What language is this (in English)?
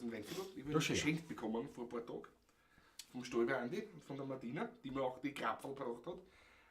Bavarian